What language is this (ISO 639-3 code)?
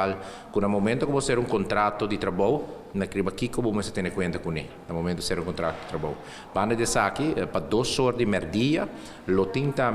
pap